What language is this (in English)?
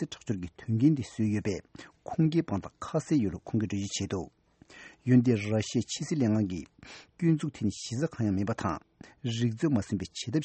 Tibetan